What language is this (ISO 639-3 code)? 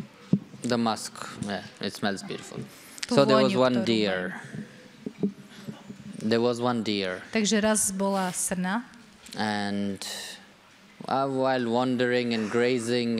slk